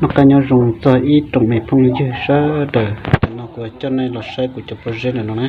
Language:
Hmong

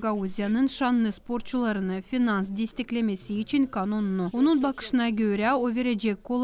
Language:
Gagauz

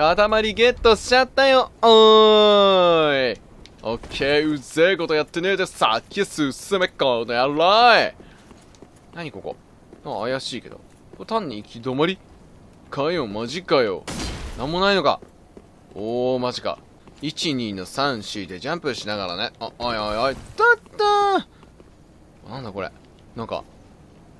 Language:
Japanese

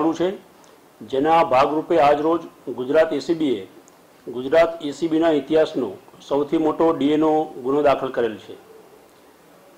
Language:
Gujarati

